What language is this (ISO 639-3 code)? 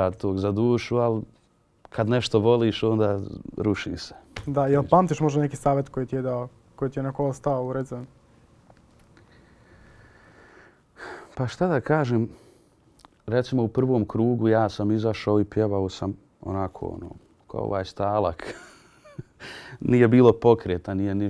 bos